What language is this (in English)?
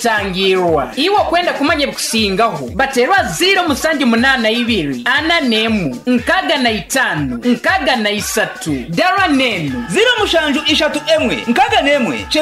Kinyarwanda